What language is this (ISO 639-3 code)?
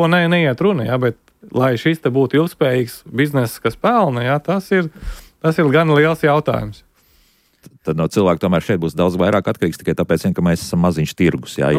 lav